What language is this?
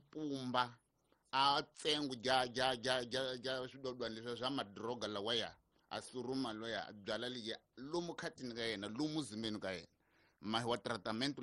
Tsonga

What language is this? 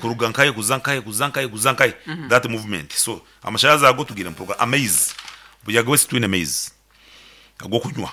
Nyankole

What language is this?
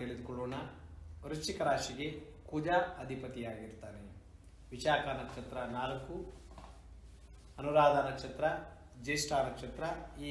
Kannada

